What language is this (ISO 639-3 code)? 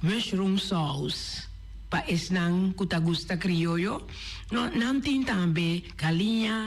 pap